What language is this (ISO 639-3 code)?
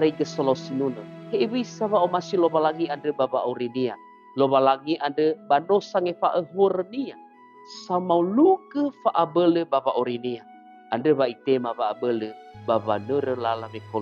nia